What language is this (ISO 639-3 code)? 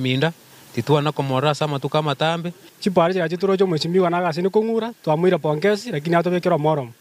guz